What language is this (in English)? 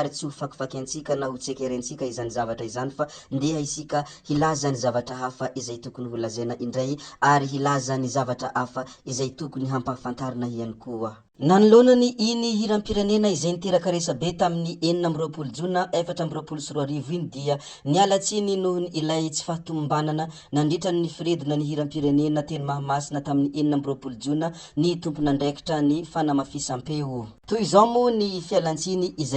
Malagasy